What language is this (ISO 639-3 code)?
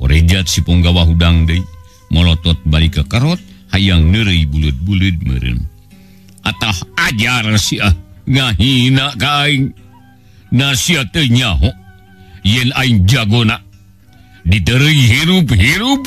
sun